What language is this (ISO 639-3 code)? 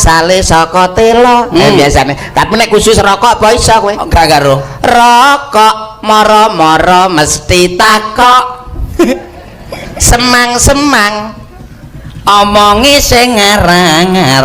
jav